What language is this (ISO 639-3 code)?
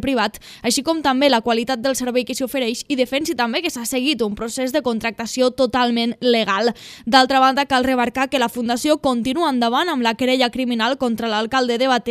cat